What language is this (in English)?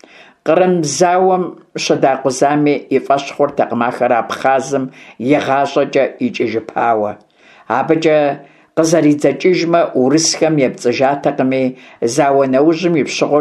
Kabardian